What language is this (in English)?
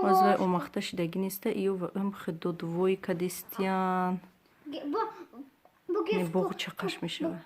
Tajik